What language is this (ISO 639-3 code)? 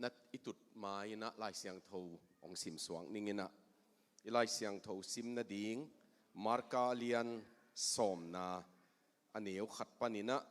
ctd